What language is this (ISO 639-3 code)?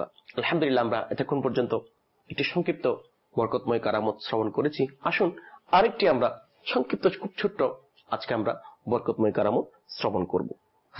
ben